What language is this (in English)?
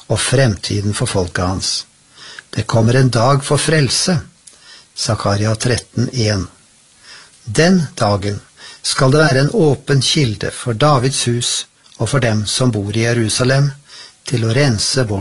Norwegian